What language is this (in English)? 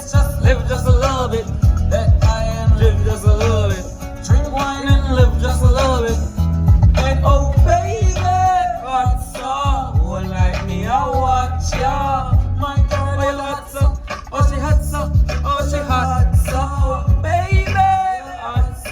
Jamaican Creole English